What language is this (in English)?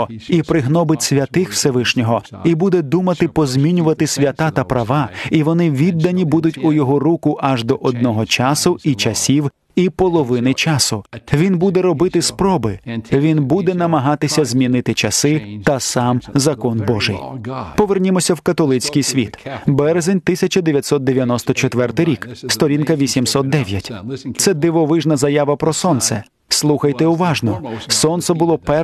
Ukrainian